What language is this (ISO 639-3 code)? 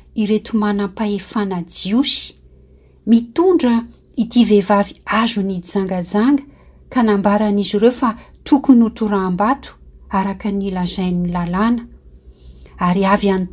mlg